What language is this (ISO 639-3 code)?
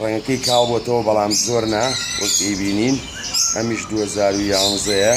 ckb